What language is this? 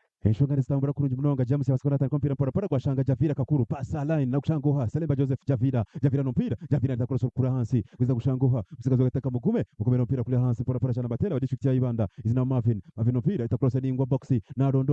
Nyankole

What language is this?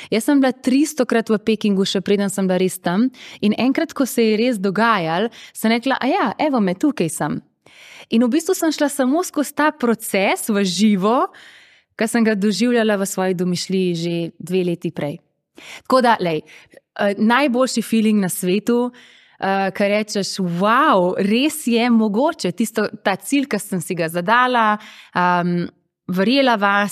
Slovenian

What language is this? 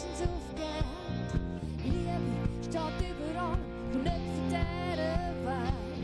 Swiss German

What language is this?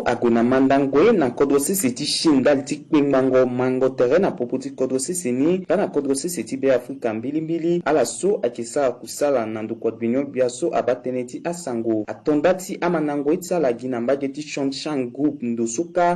Sango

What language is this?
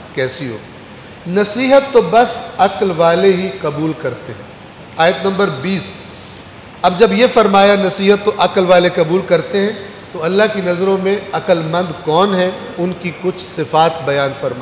Urdu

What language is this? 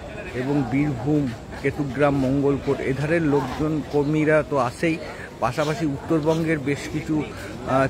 Bangla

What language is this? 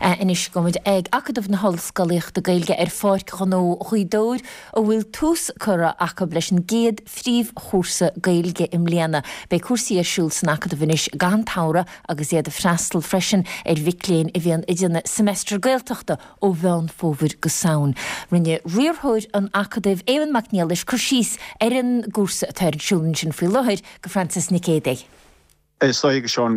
Irish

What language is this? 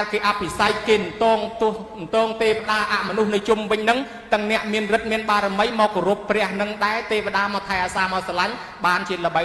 Khmer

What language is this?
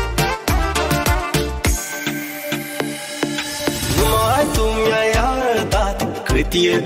Romanian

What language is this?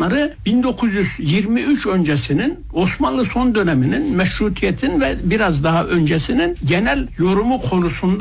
Turkish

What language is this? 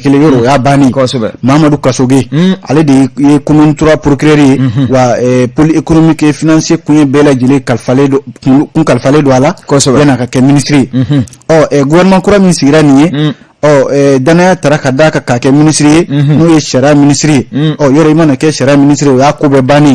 Bambara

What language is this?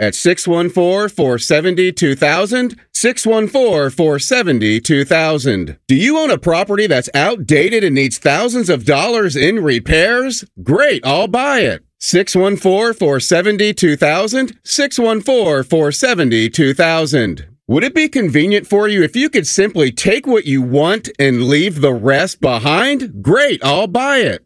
English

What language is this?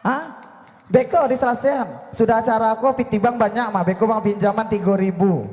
Minangkabau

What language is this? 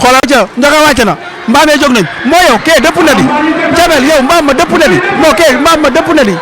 Wolof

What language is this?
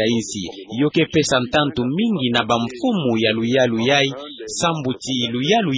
Kituba (Democratic Republic of Congo)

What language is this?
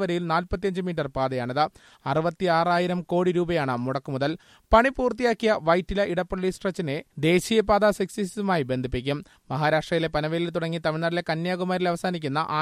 Malayalam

